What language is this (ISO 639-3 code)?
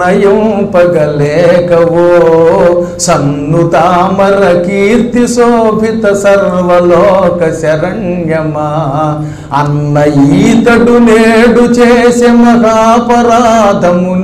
tel